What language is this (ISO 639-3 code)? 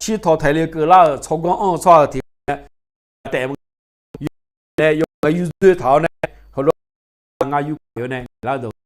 ahk